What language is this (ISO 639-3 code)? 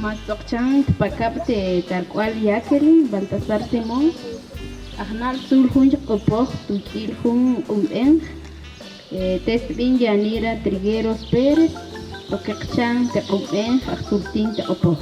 ttc